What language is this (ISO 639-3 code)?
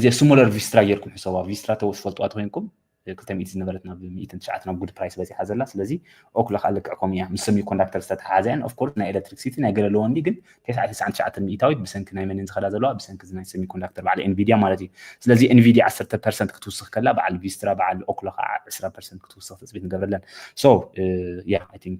tir